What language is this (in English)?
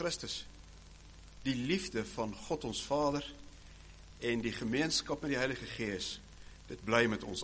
Afrikaans